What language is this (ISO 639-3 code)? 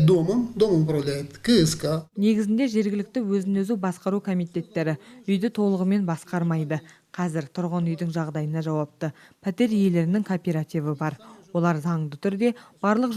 kaz